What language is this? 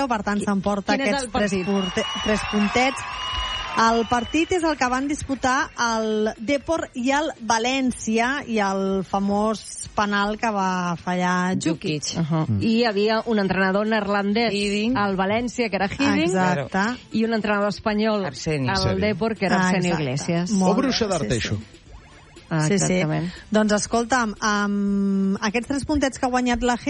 Catalan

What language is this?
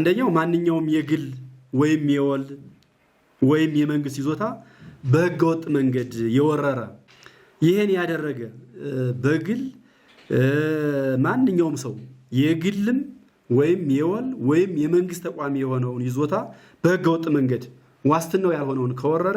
Amharic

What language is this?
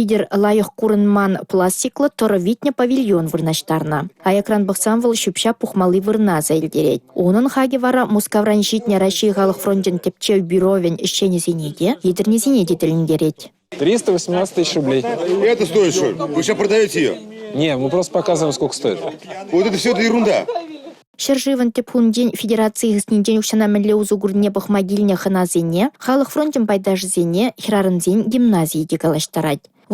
Chuvash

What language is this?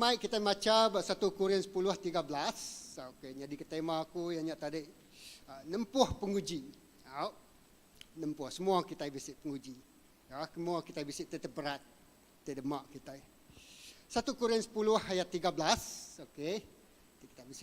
Iban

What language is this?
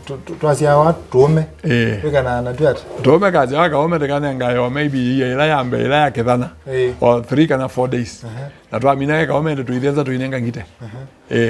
Kamba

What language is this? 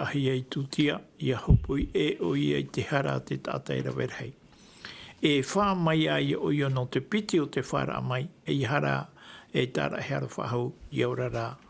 Tahitian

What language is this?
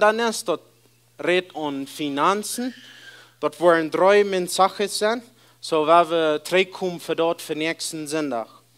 Plautdietsch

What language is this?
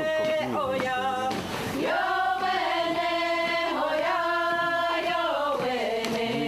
Mohawk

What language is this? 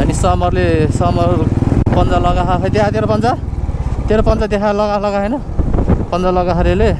Nepali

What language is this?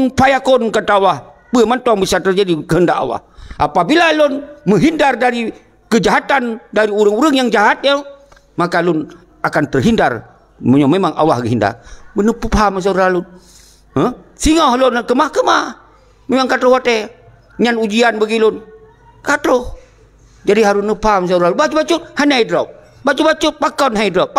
Achinese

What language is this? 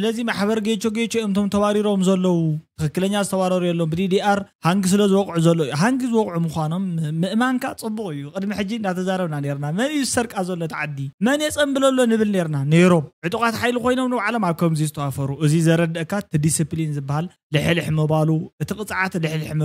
Tigrinya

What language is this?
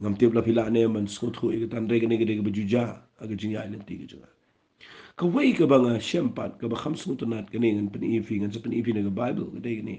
Khasi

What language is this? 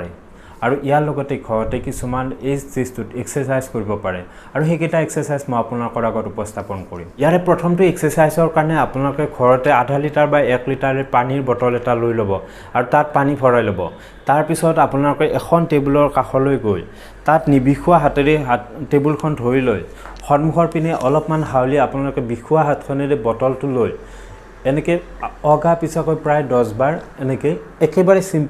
Assamese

